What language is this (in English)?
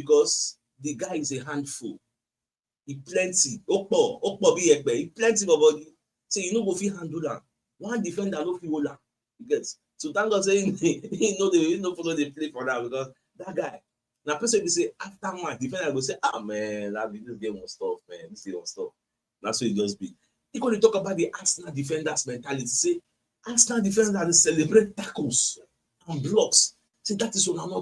Nigerian Pidgin